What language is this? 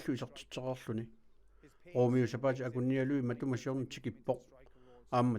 Kalaallisut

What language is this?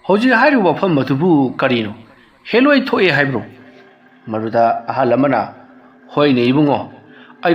Manipuri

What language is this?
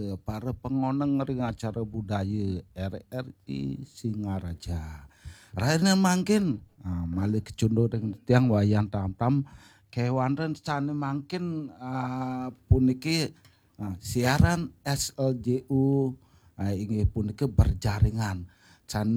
Balinese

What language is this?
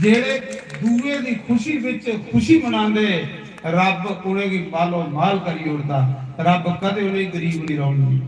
Dogri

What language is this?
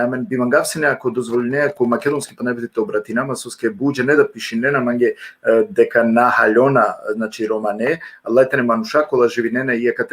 Balkan Romani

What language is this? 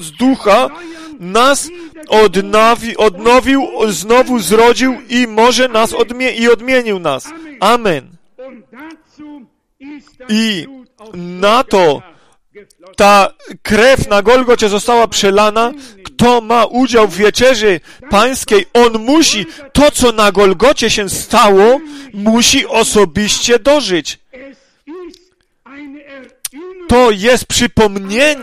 Polish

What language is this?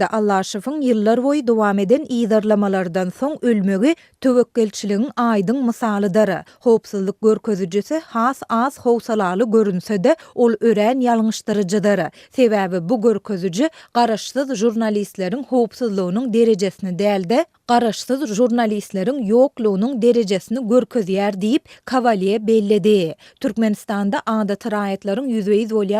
Turkmen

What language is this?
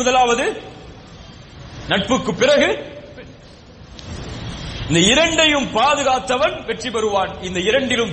Tamil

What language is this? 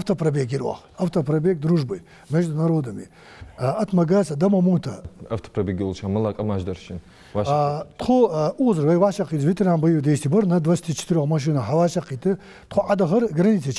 Ingush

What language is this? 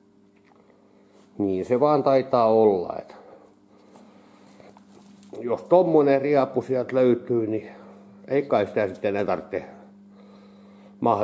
Finnish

